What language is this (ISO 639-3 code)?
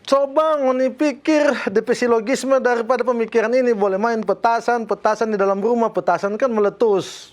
xmm